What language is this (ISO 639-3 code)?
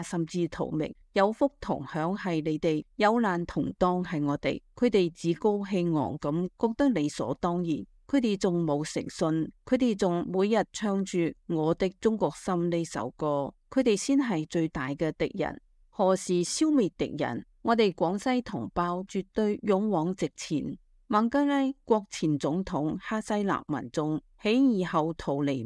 yue